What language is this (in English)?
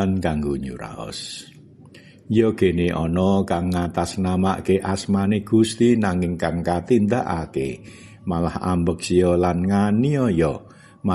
Javanese